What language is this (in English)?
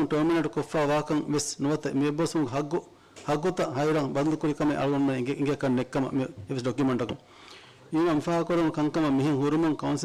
Divehi